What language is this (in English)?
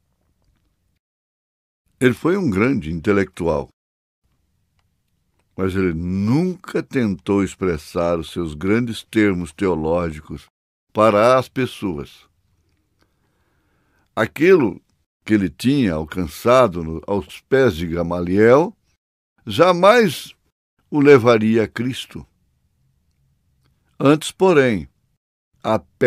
Portuguese